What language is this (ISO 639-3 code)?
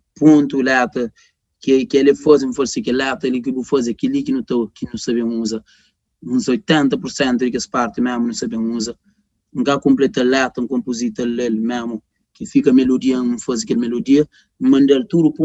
kea